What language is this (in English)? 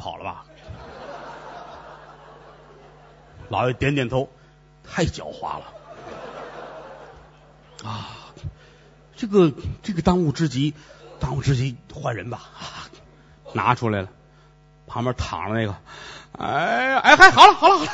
Chinese